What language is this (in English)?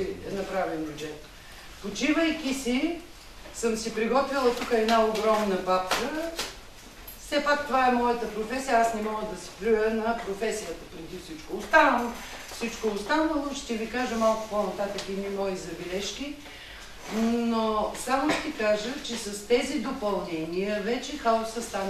Bulgarian